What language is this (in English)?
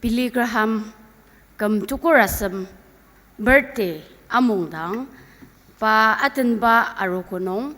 Ao Naga